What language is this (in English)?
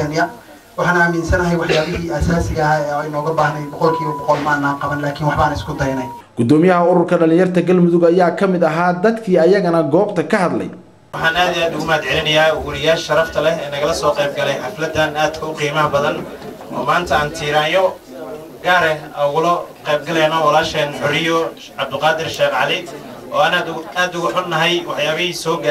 Somali